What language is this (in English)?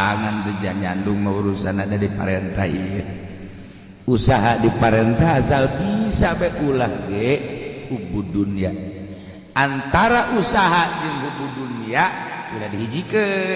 Sundanese